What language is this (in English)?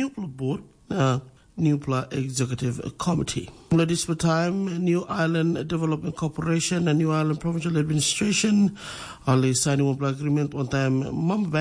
Tok Pisin